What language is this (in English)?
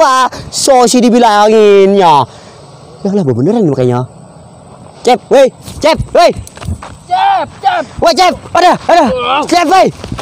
Betawi